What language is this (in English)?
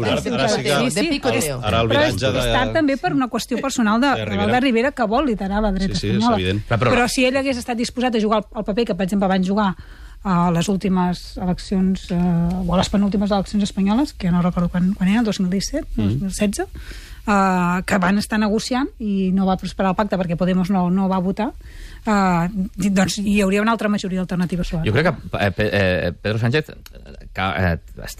Catalan